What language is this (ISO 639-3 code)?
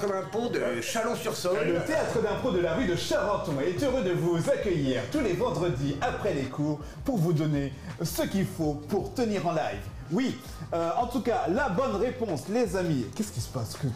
fra